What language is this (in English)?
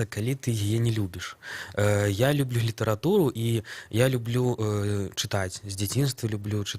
Belarusian